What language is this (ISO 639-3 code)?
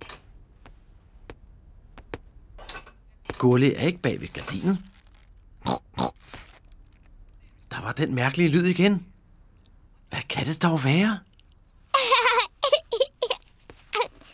dan